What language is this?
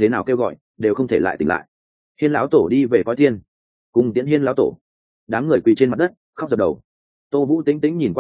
Vietnamese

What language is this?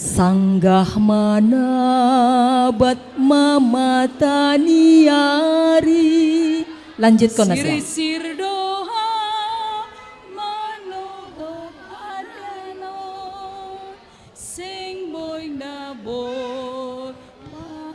Batak Simalungun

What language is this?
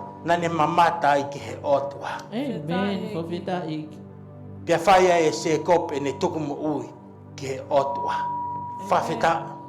Tongan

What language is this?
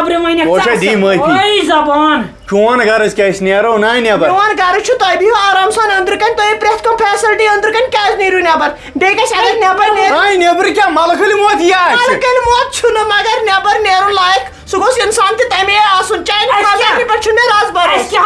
Kashmiri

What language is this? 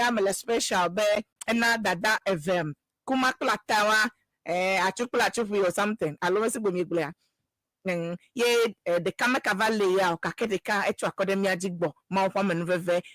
Ewe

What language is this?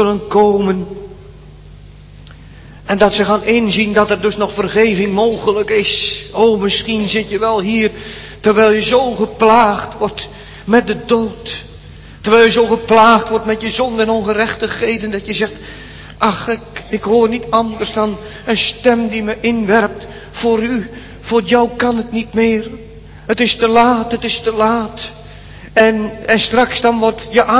Dutch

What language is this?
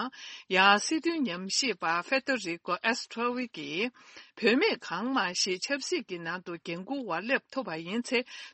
Tibetan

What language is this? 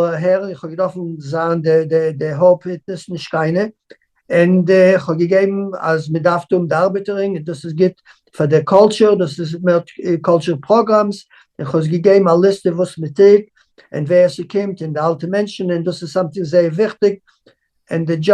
Yiddish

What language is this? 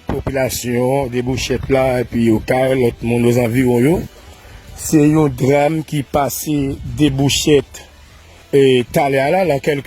Haitian Creole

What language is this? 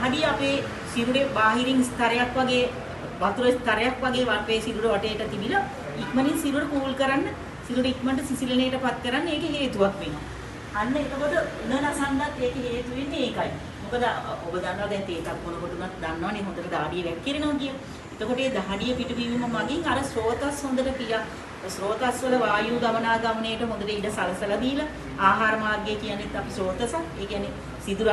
Sinhala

